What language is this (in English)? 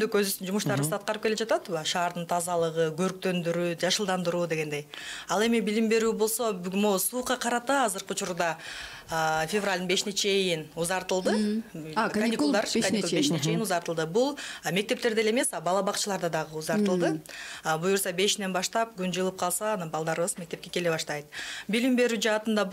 Kyrgyz